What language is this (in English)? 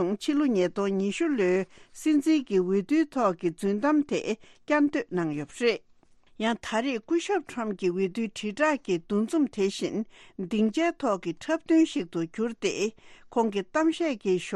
Tibetan